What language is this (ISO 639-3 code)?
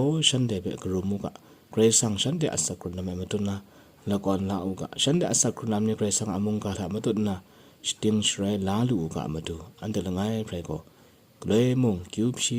kac